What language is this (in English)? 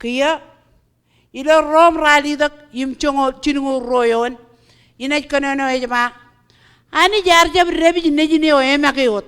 Marshallese